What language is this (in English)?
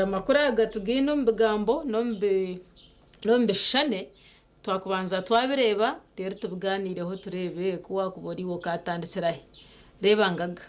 Nyankole